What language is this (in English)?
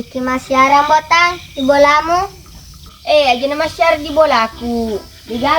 Buginese